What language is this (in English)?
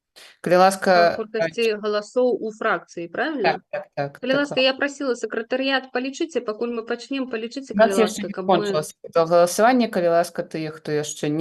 Belarusian